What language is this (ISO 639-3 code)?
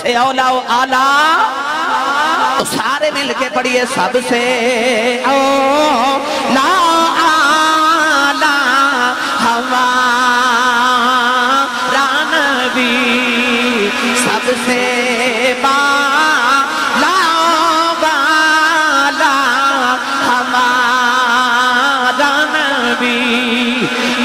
urd